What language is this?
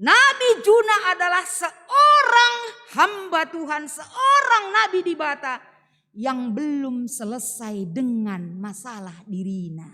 Batak Karo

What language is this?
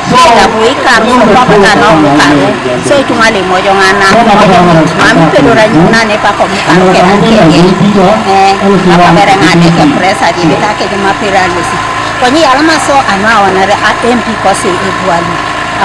Teso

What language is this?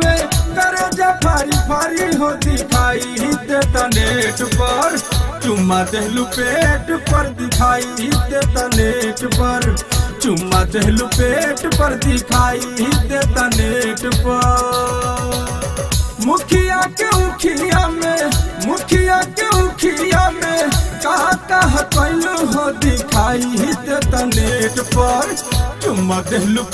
Bhojpuri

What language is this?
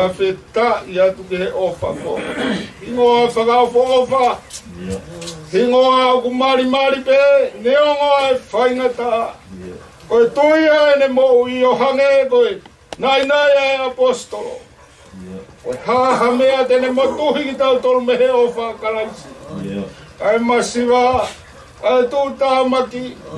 Tongan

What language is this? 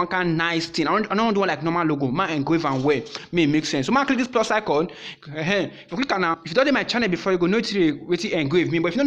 Nigerian Pidgin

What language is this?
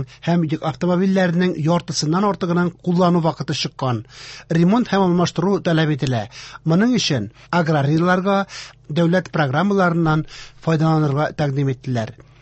Tatar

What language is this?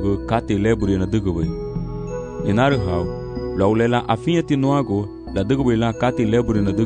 Garifuna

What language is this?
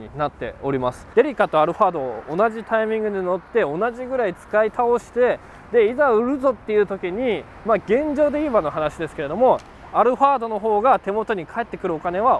Japanese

